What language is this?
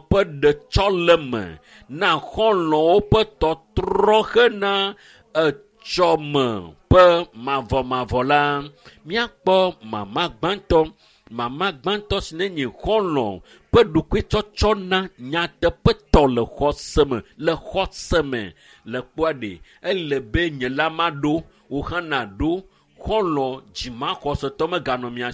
Ewe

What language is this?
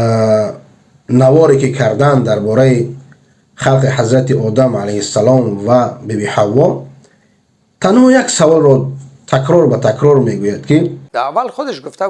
Persian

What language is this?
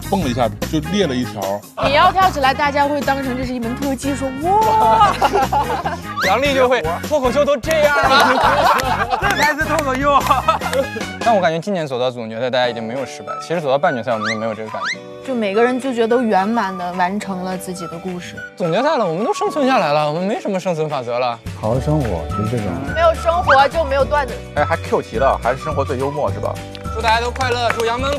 Chinese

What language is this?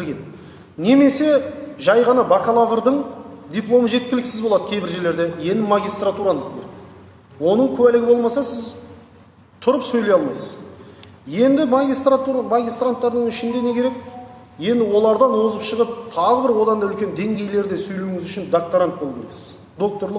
Kazakh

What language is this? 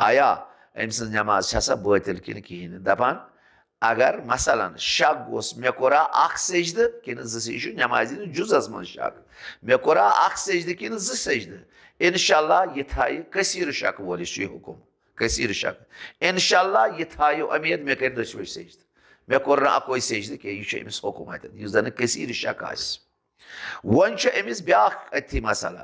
Kashmiri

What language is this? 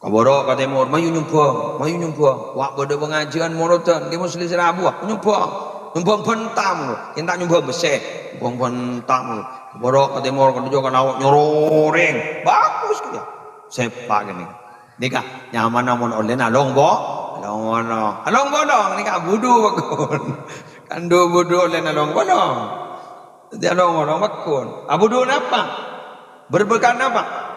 Madurese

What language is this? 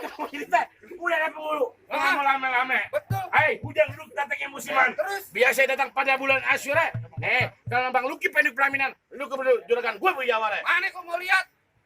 Betawi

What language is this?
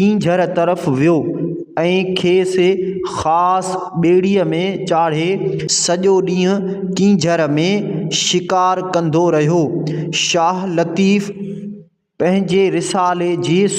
Sindhi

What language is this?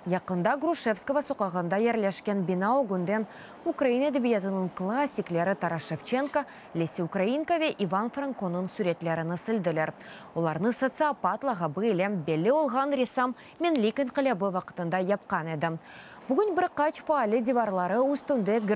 Crimean Tatar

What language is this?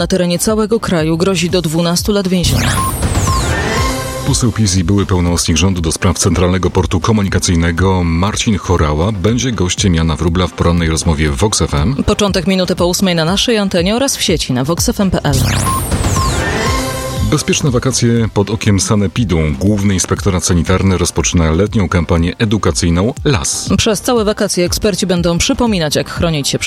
Polish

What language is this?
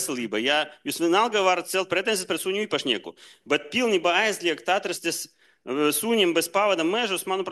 Latvian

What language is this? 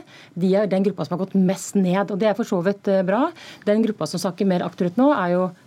Norwegian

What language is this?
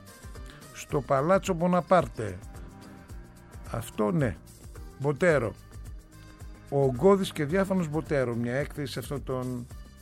Greek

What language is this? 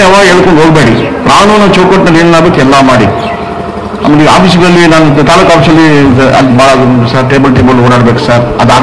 Kannada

